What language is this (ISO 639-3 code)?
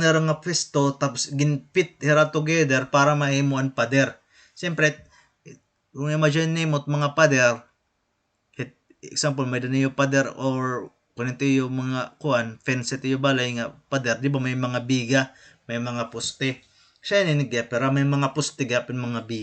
war